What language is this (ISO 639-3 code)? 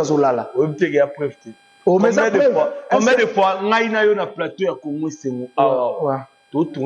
lin